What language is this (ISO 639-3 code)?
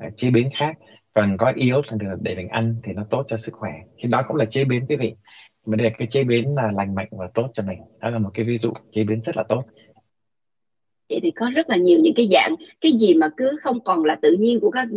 vie